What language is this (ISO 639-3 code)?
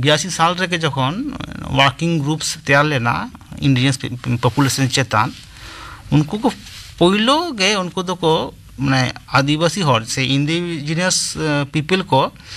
sat